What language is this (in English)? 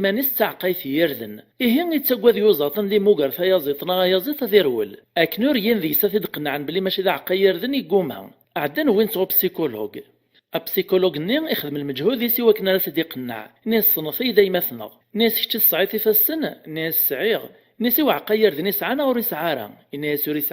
Kabyle